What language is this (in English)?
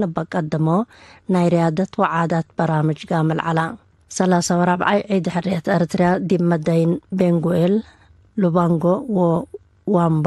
Tigre